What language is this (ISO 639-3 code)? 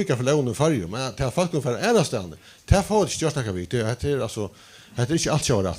fao